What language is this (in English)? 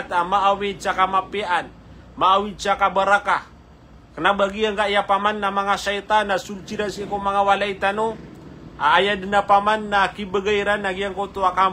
Maranao